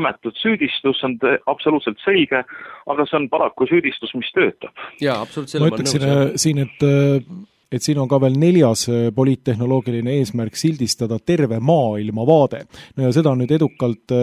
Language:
Estonian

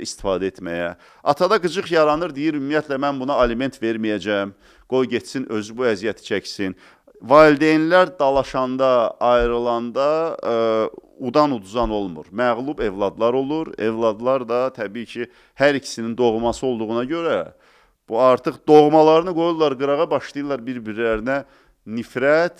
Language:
Azerbaijani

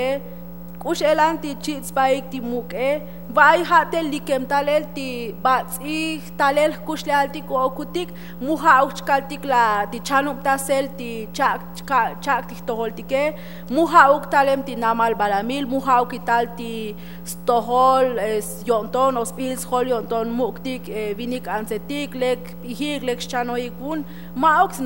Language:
Tzotzil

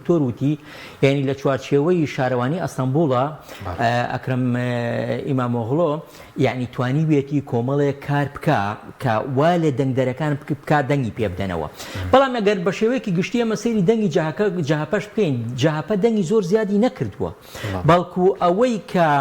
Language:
Central Kurdish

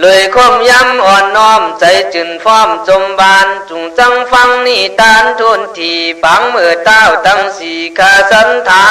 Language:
Khün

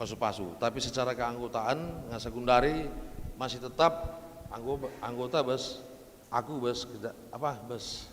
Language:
Batak Karo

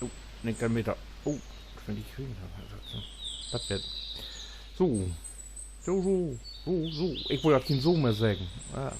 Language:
Low German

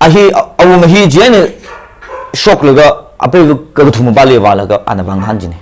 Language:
Tangkhul Naga (India)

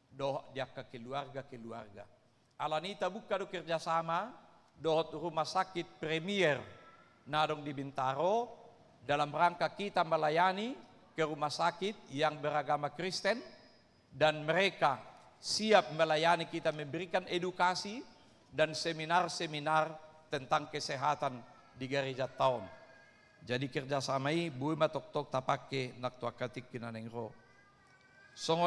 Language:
Batak Toba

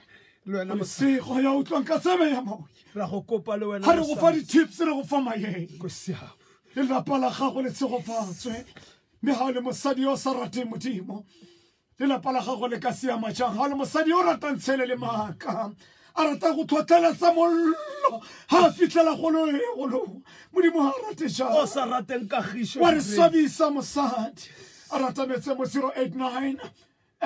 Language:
Tswana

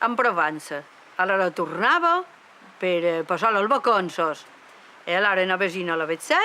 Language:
Occitan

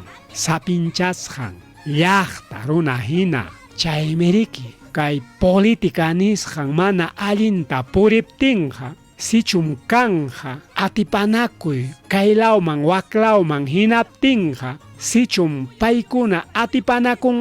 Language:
Ayacucho Quechua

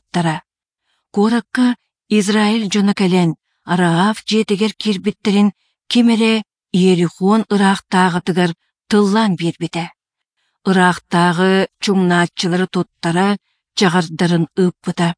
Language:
Yakut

